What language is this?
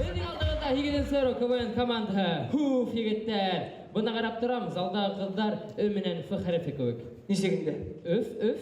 Bashkir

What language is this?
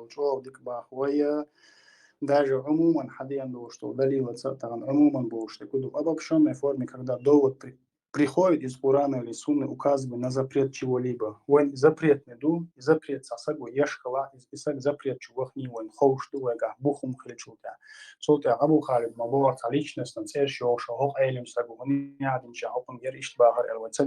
Chechen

